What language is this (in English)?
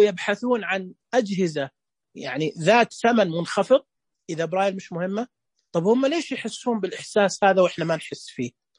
Najdi Arabic